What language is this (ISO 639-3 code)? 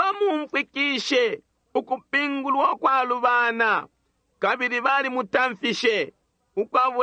bem